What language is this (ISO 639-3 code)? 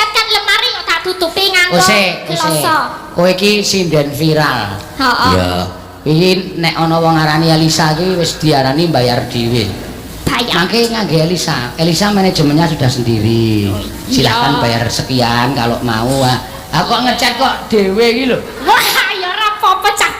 jav